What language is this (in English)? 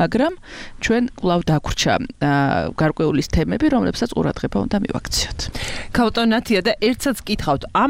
Georgian